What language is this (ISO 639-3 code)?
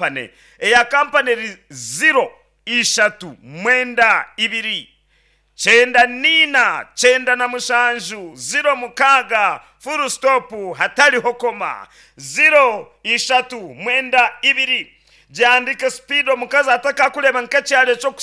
nyn